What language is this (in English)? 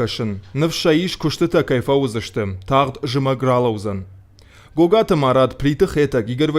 Ossetic